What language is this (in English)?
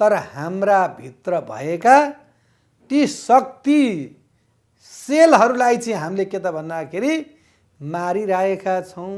Nepali